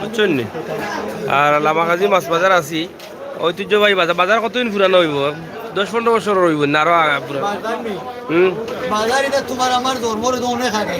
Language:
Sylheti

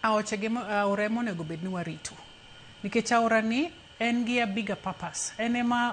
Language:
Luo (Kenya and Tanzania)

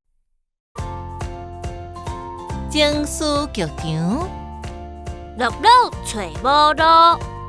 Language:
Min Nan Chinese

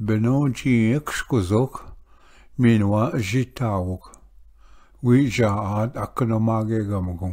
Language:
Ojibwa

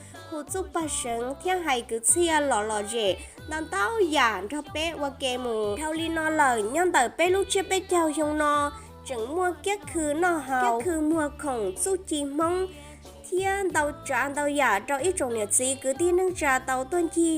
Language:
Hmong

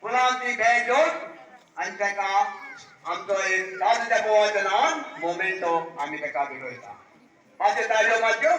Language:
Konkani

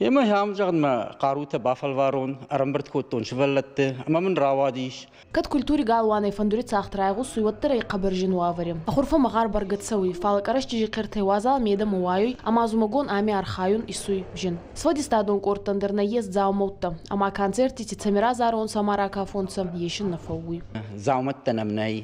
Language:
Ossetic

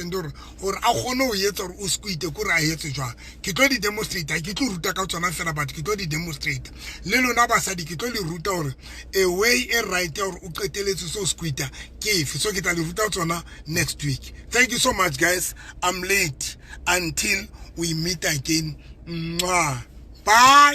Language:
Southern Sotho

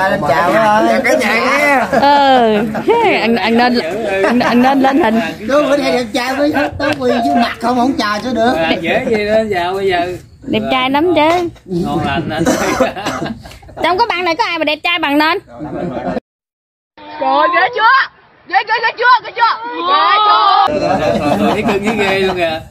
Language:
Vietnamese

